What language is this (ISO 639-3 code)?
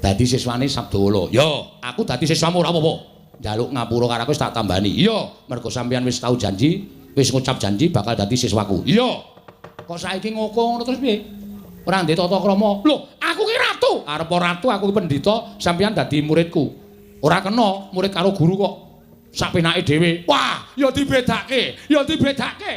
jav